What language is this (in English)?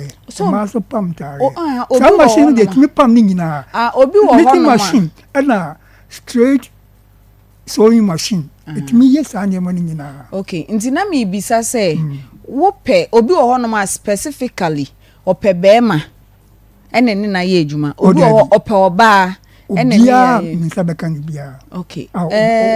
Akan